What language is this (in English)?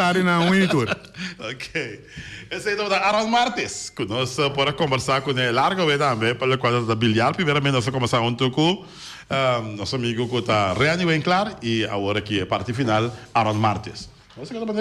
Papiamento